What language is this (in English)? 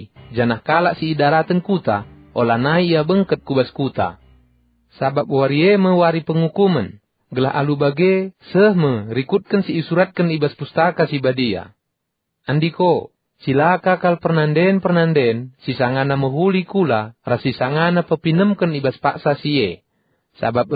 Batak Karo